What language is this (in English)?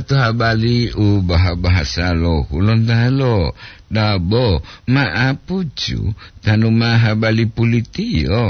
Gorontalo